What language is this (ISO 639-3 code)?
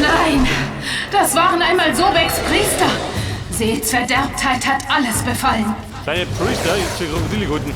bar